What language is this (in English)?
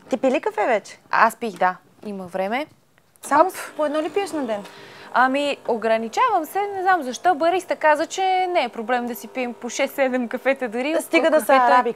Bulgarian